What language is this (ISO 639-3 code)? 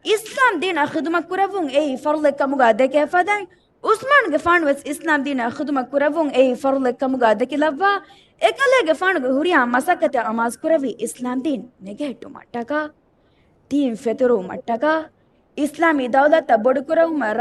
div